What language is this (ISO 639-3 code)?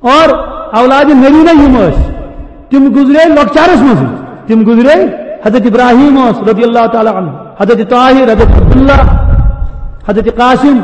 kas